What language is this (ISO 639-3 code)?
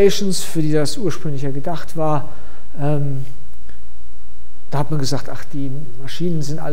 deu